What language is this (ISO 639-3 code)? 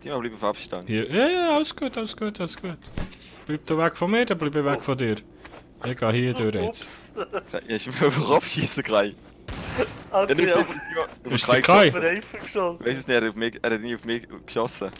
gsw